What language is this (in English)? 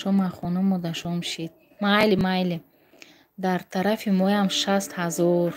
Tajik